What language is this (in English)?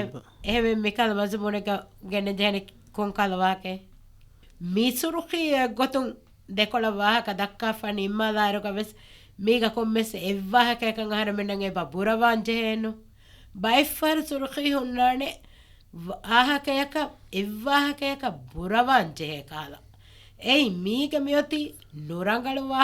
Divehi